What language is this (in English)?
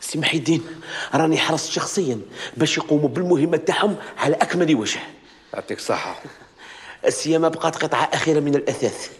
Algerian Arabic